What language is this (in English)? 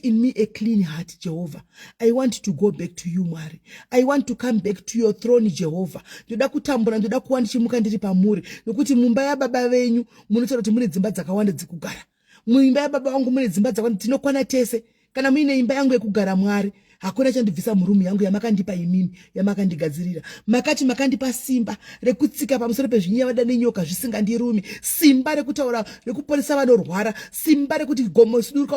Shona